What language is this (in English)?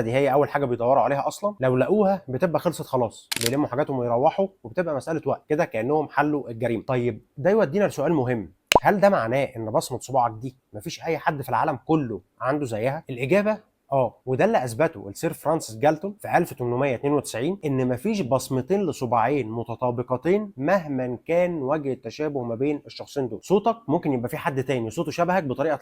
Egyptian Arabic